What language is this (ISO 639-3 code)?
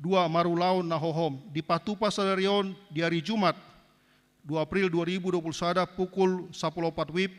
bbc